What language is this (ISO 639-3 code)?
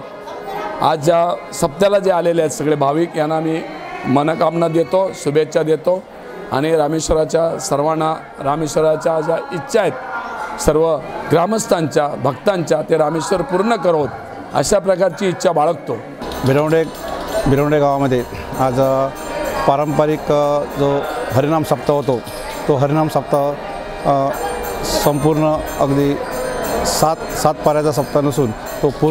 mar